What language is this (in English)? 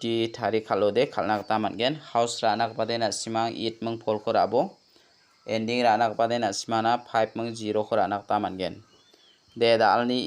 Garo